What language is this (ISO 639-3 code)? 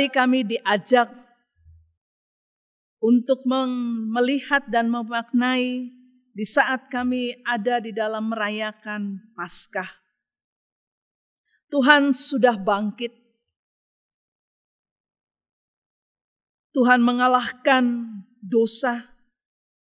ind